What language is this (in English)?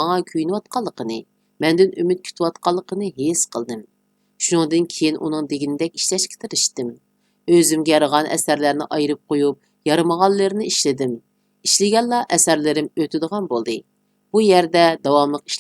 Uyghur